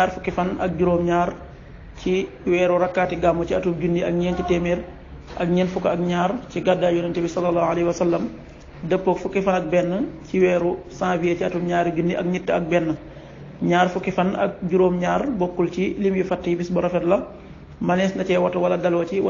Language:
Wolof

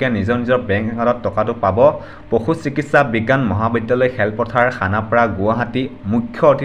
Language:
Assamese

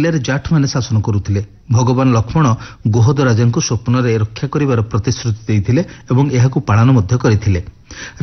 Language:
Odia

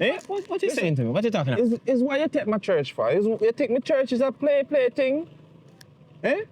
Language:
Jamaican Creole English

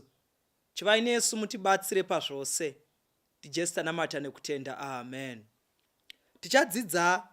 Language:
Shona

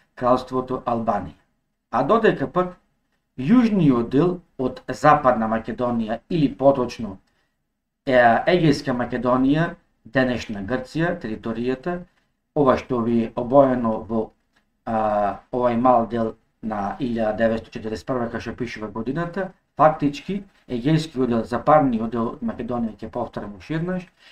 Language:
Macedonian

